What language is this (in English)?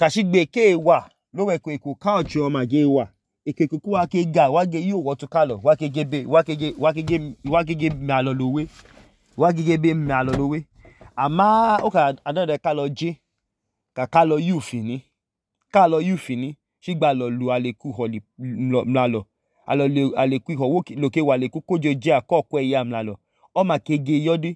Idoma